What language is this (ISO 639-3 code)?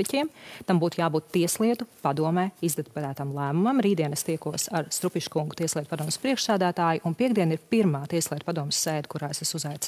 lav